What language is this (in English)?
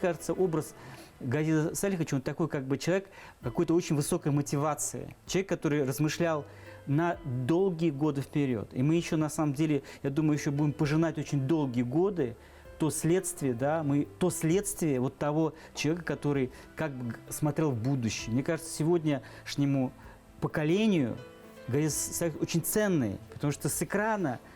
Bashkir